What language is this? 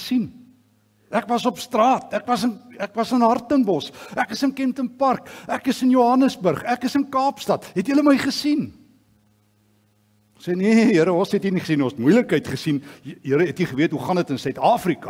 Afrikaans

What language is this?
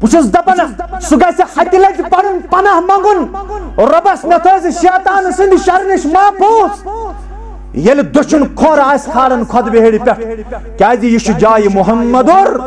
Kashmiri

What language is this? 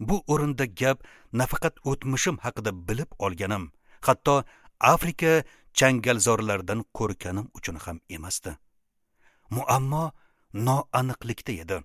Uzbek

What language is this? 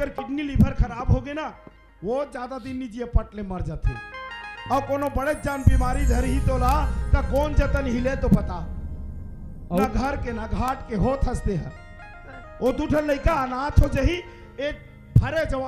Chhattisgarhi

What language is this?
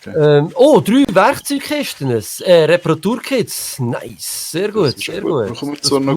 Swiss German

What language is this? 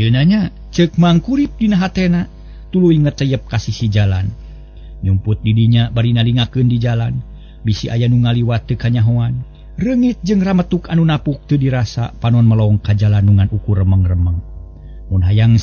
Sundanese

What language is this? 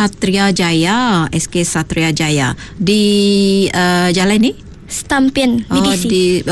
Iban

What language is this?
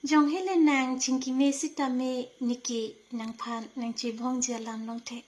Karbi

